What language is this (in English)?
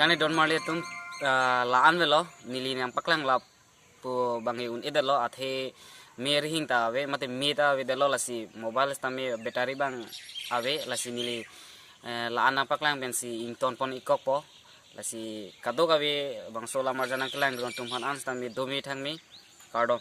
Karbi